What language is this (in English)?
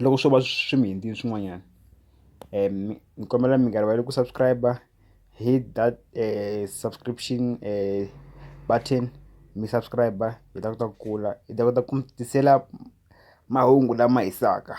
Tsonga